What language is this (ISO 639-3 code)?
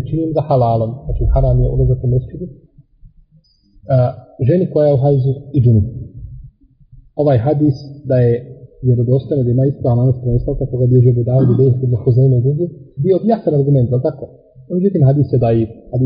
bos